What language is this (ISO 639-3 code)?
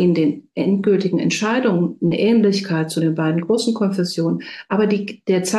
deu